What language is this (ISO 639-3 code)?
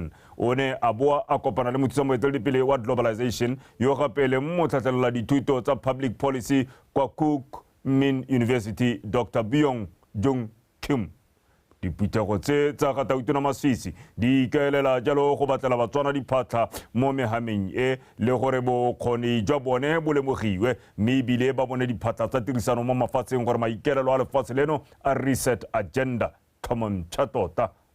tsn